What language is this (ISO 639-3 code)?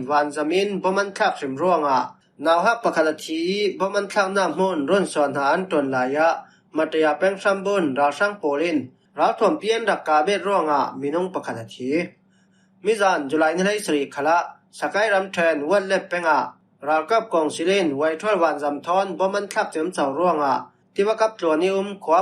cfm